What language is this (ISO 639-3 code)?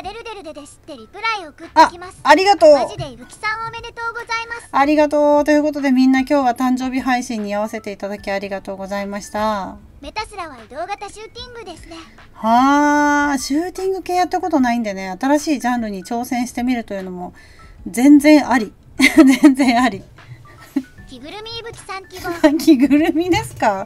jpn